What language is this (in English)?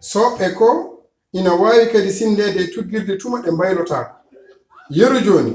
Fula